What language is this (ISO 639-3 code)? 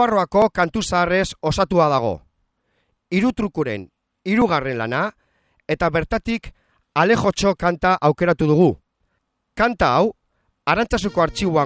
eus